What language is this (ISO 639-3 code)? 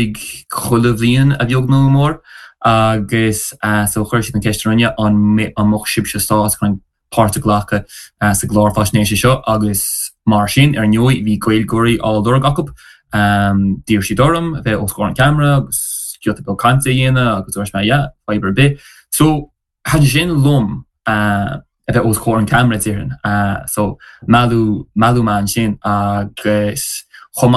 gle